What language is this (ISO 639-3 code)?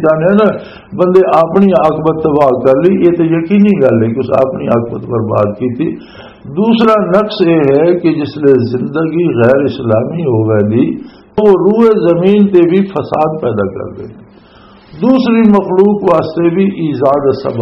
lah